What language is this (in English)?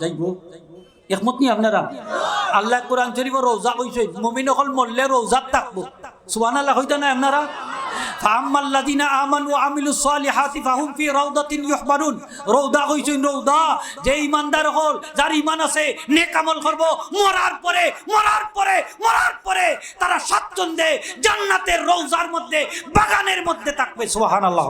Sylheti